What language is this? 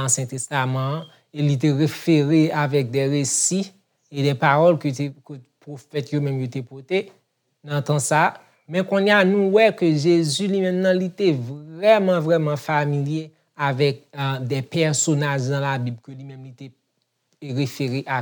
Haitian Creole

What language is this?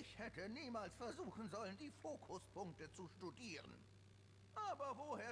Swiss German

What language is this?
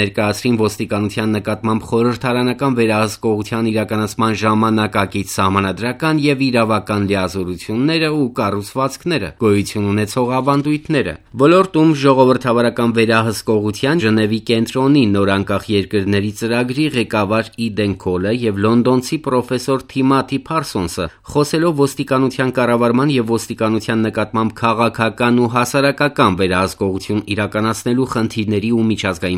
Armenian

